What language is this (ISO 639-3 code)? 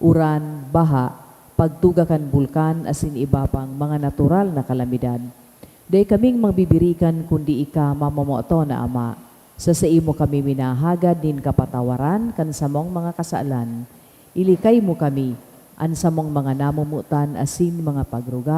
bik